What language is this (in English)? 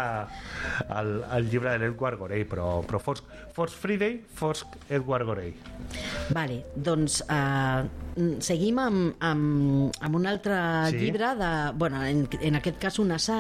Catalan